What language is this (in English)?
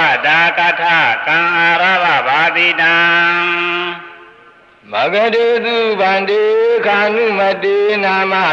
Burmese